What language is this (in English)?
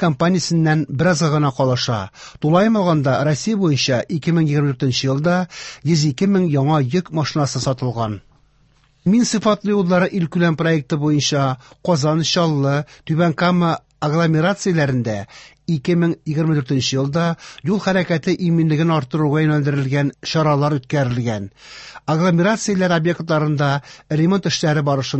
Tatar